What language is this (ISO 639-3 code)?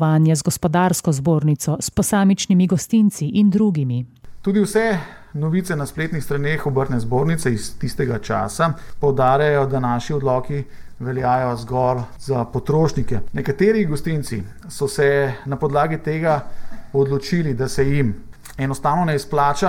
slv